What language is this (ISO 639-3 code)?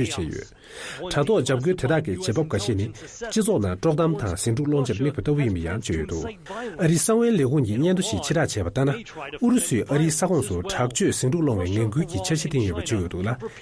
bod